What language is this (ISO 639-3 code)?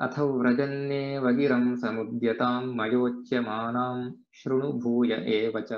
san